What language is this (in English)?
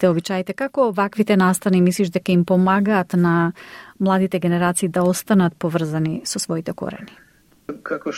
Macedonian